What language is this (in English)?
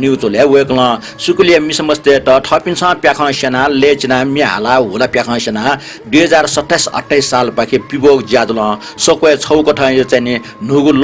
Newari